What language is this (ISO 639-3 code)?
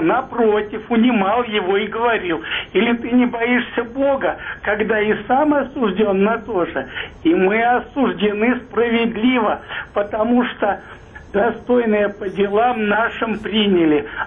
rus